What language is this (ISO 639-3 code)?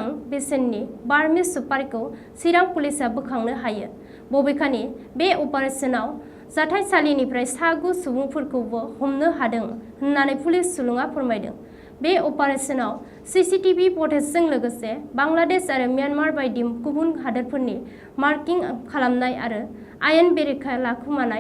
brx